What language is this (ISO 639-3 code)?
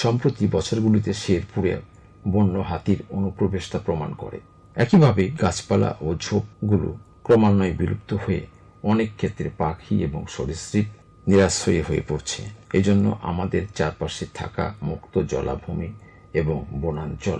ben